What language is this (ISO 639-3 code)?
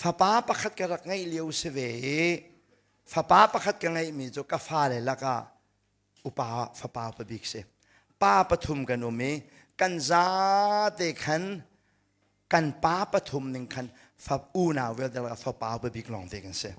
cnh